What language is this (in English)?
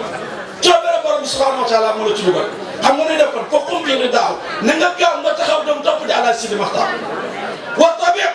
Wolof